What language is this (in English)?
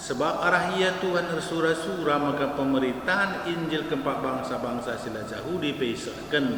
Batak Karo